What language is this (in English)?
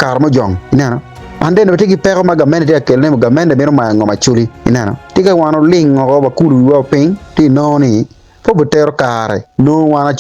Acoli